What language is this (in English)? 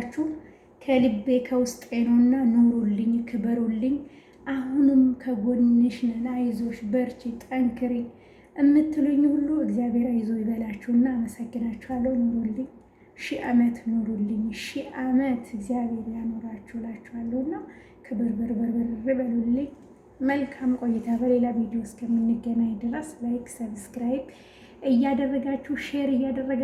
Amharic